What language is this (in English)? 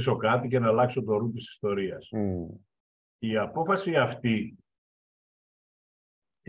Greek